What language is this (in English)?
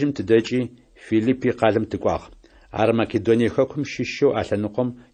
Adyghe